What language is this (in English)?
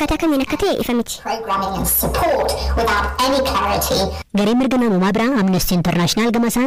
Oromo